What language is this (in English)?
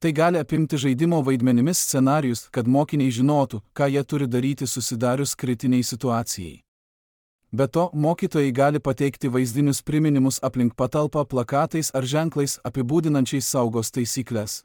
Lithuanian